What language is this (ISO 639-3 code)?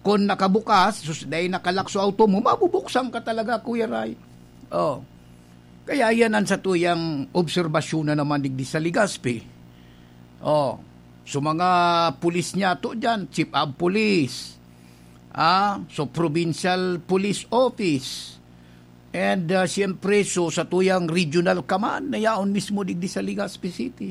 bik